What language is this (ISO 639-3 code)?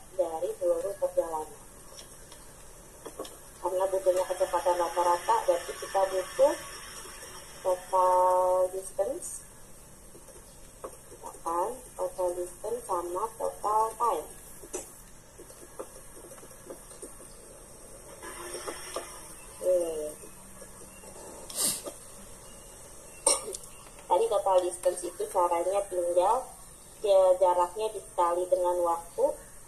ind